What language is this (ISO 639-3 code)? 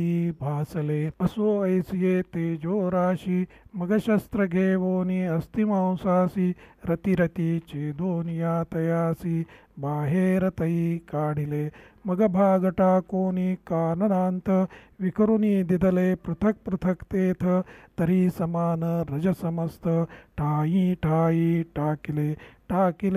mar